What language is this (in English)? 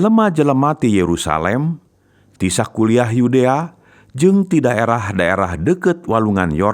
Sundanese